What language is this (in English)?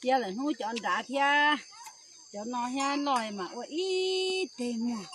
Hmong